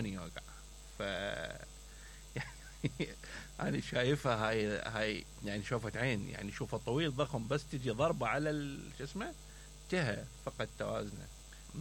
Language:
Mesopotamian Arabic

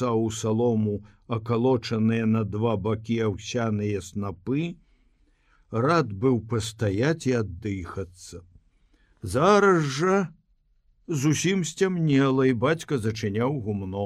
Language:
Belarusian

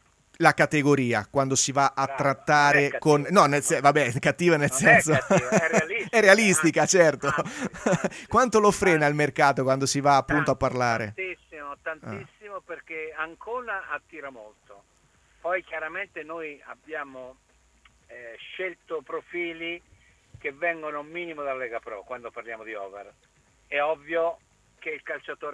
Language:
Italian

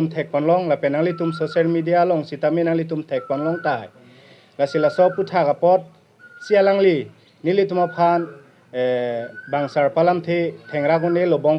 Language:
Karbi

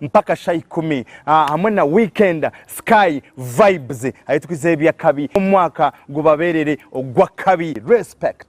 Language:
Nyankole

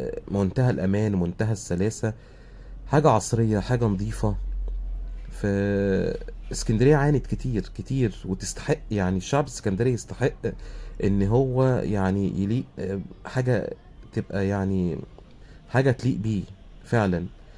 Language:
Egyptian Arabic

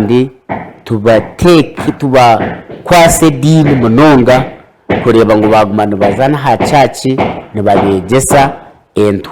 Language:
Nyankole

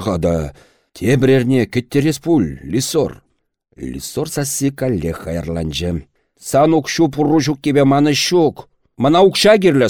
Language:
Chuvash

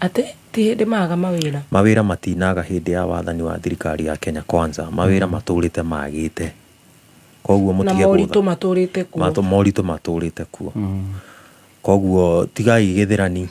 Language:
Kikuyu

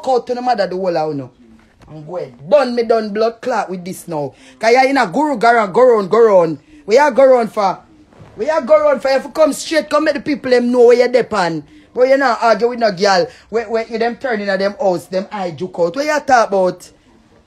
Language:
Jamaican Creole English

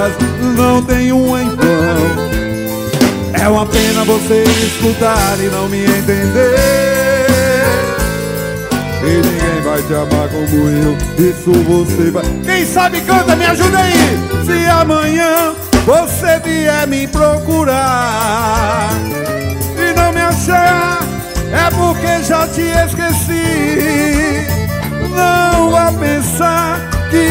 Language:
Portuguese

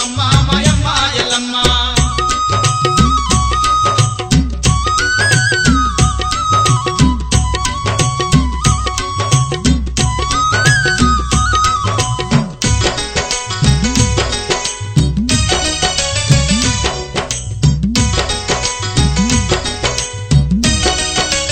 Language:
Telugu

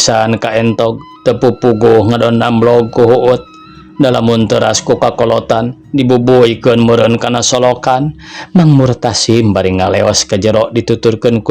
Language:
Sundanese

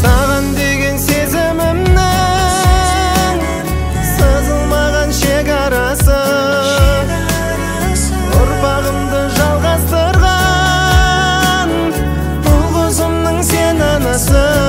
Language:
Kazakh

